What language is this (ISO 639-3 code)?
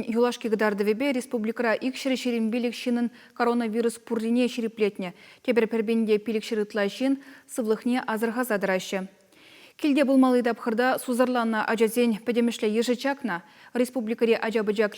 chv